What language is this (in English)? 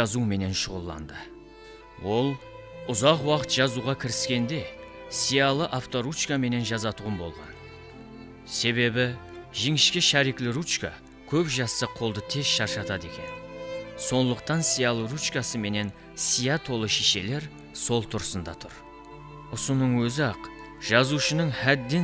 Kara-Kalpak